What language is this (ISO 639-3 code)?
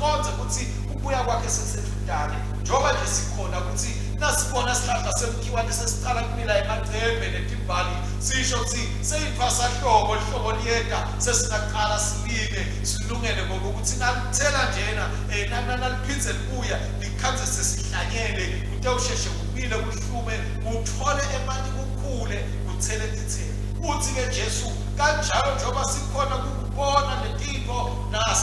ssw